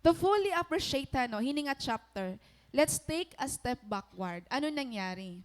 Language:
Waray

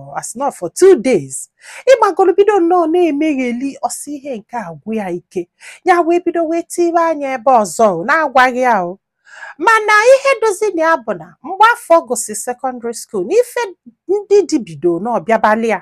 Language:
Igbo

